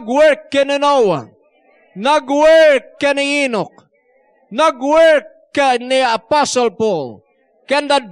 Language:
Iloko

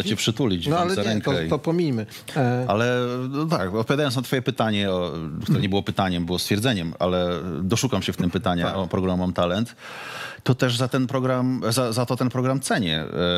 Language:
Polish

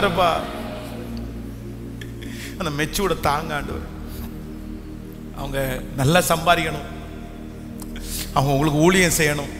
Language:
Tamil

